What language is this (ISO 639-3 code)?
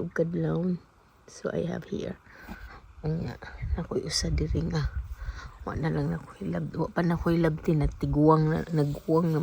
ceb